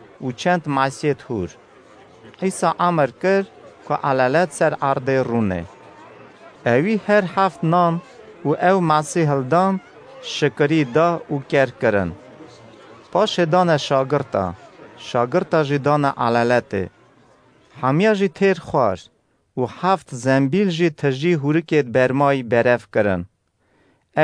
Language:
Kurdish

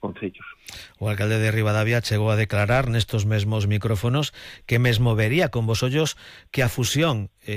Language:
Galician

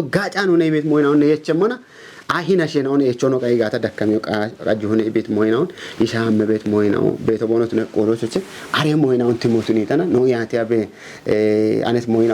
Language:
Kafa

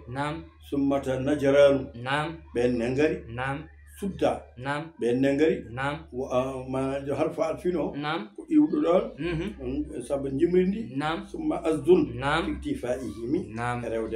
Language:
Fula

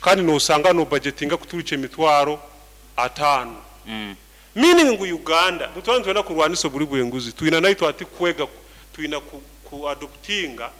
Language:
Nyoro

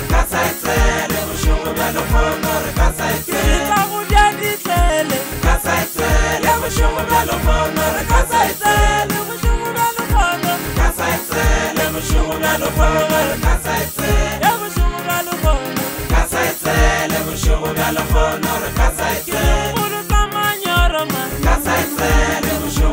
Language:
Northern Sotho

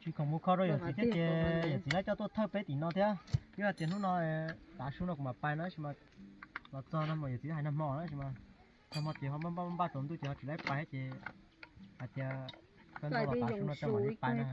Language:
Hmong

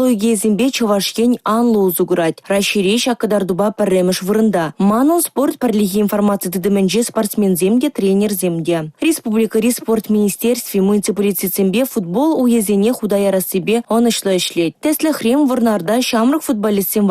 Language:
Chuvash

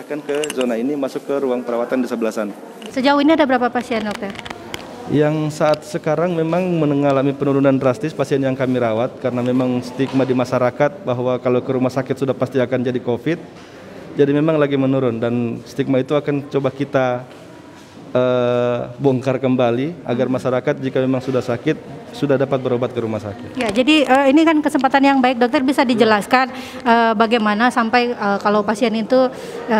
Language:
Indonesian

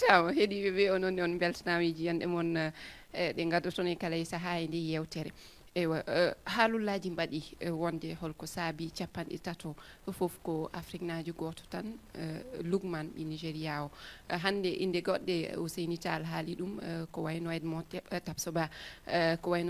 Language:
Fula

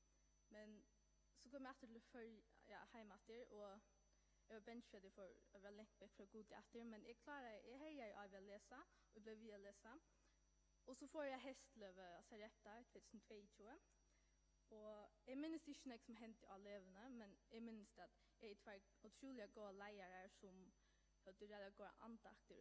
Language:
Faroese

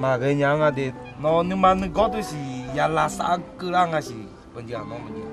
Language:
Akha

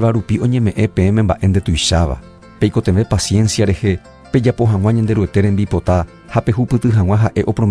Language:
Guarani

